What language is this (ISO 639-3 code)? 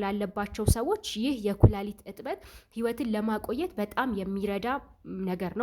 amh